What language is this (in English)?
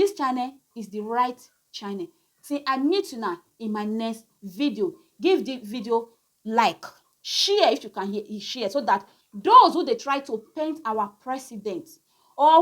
Nigerian Pidgin